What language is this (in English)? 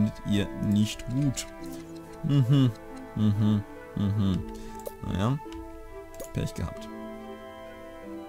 German